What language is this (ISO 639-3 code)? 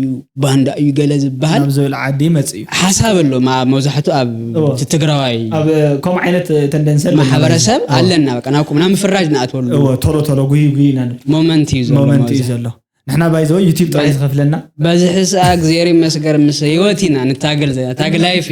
tir